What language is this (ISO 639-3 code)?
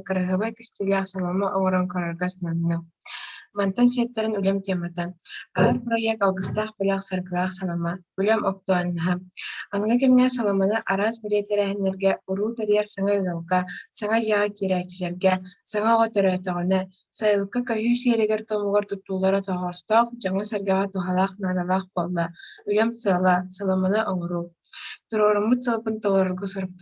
sah